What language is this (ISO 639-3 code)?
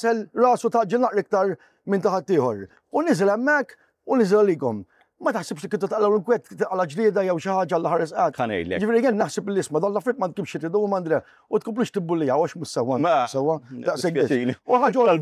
mlt